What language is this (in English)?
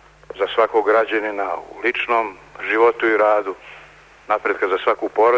Serbian